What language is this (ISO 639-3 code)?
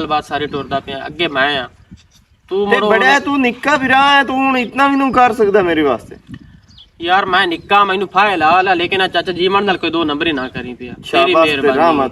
lah